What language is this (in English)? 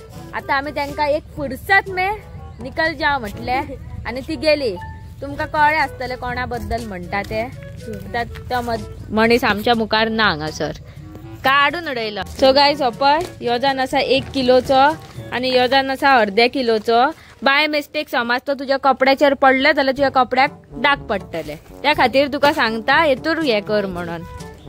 Konkani